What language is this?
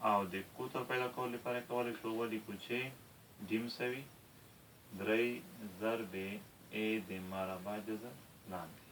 Pashto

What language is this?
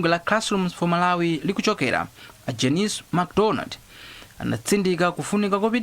Nyanja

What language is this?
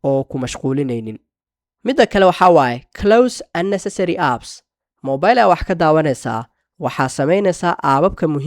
Somali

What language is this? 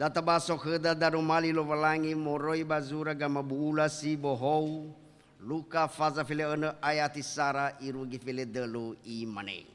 Nias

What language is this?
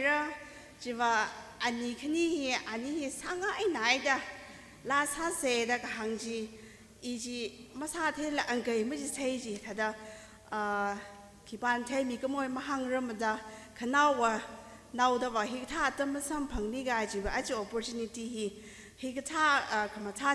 Tangkhul Naga (India)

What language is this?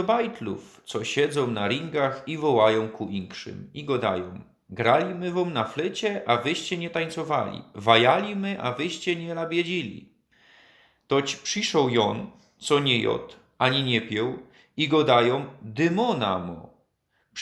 Silesian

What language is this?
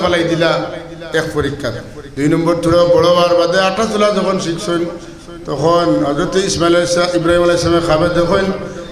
Sylheti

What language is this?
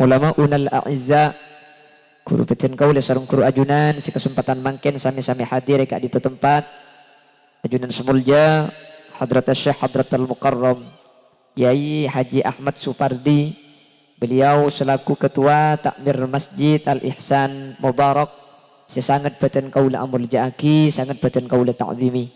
Madurese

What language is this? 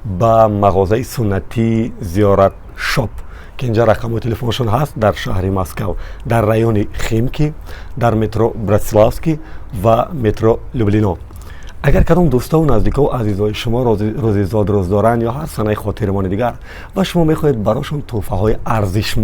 Tajik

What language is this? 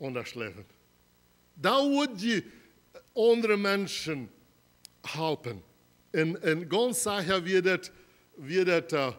Plautdietsch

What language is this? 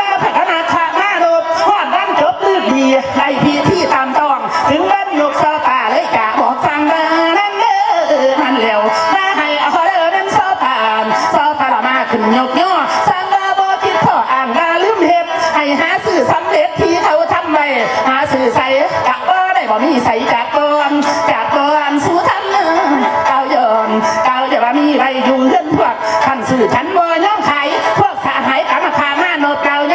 Northeastern Thai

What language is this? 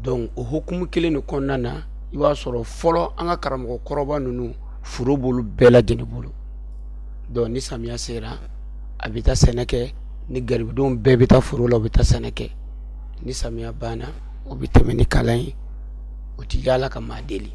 Bambara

